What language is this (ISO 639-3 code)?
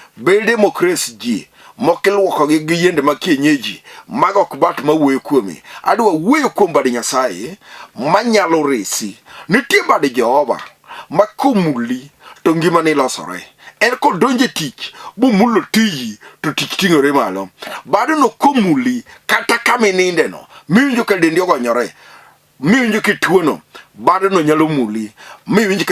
luo